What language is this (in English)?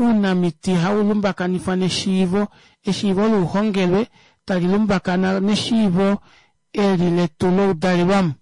Kuanyama